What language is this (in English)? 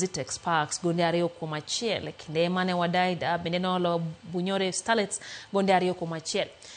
Luo (Kenya and Tanzania)